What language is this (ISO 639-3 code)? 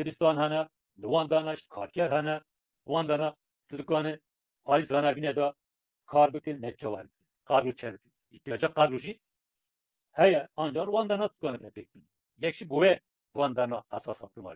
kur